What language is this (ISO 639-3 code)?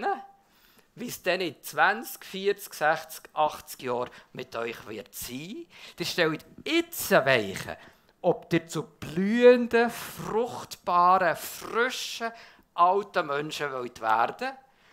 gsw